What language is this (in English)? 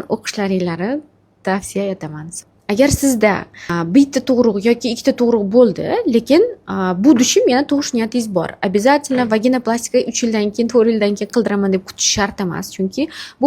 Uzbek